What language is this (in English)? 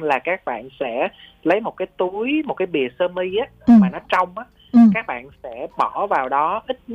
Vietnamese